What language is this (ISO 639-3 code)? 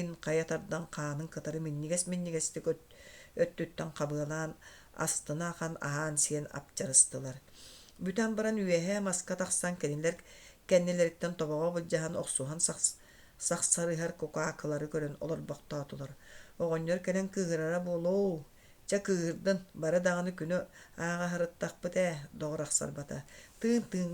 sah